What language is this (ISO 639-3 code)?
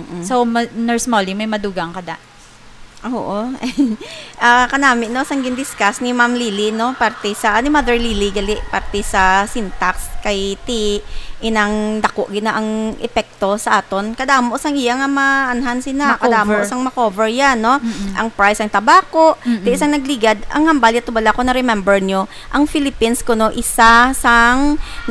hil